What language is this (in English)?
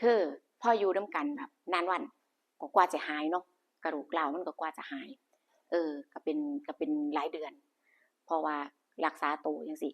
Northeastern Thai